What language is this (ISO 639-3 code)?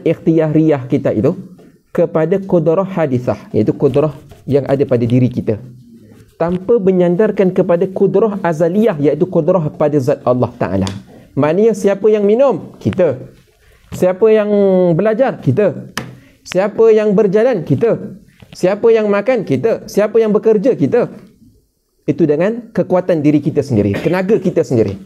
msa